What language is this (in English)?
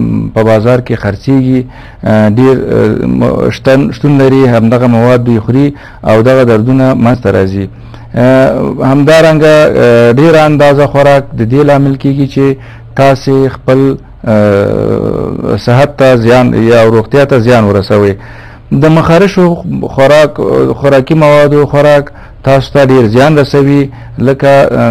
Pashto